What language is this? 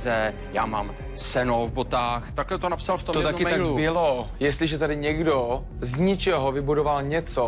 Czech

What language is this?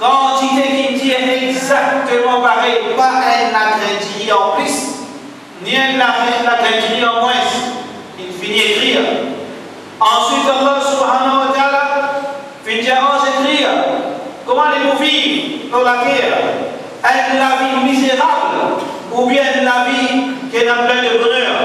Morisyen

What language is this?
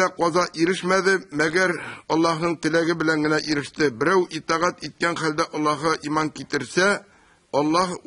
Tatar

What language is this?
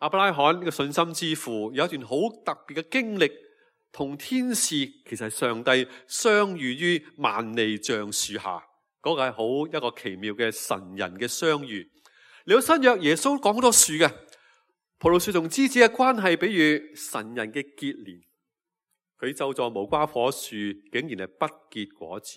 Cantonese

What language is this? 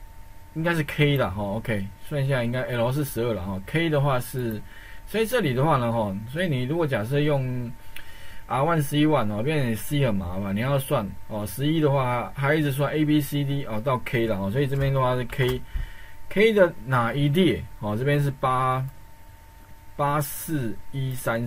Chinese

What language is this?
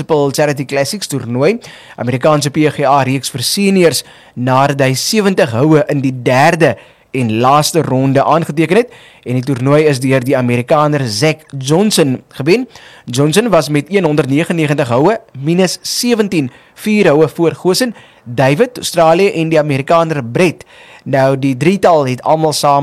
Afrikaans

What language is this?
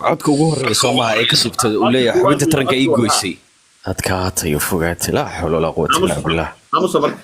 Somali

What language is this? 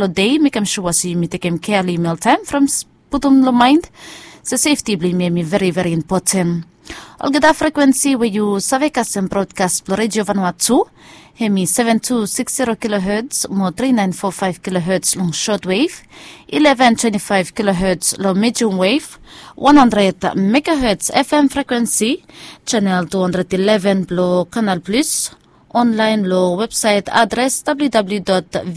Bislama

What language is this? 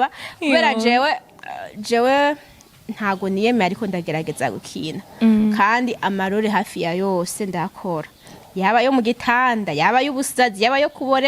Rundi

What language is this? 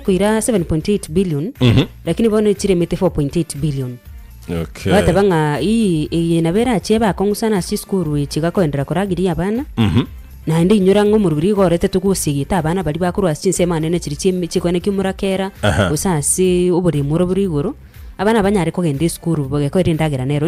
Gusii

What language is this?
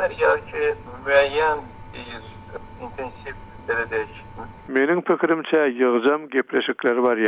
Turkmen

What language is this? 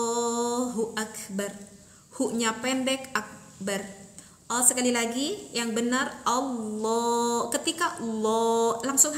Indonesian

